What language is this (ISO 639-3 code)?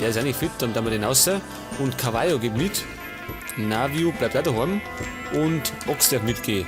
bar